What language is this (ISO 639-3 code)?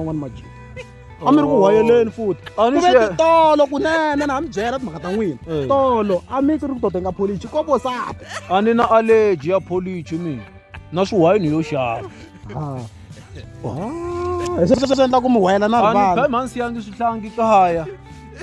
tso